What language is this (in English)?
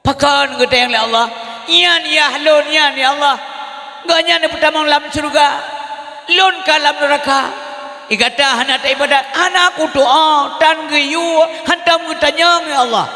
Achinese